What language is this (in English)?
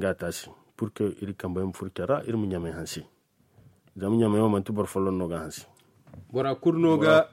Zarma